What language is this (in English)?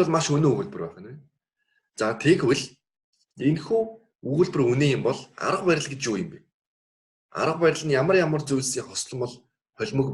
Mongolian